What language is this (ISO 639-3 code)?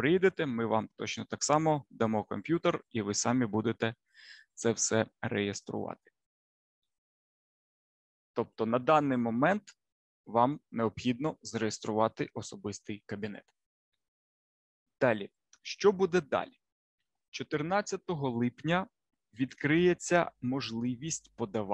ukr